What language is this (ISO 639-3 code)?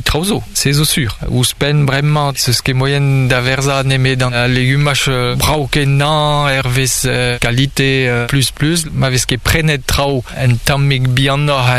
bre